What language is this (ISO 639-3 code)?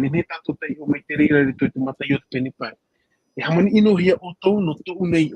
tah